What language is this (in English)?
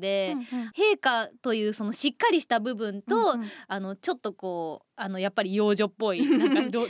Japanese